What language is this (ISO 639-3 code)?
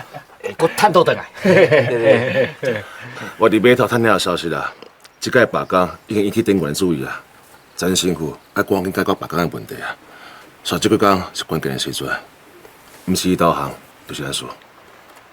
nan